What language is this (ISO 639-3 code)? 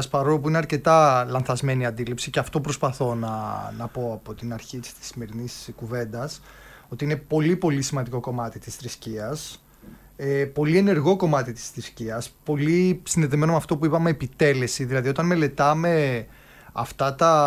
ell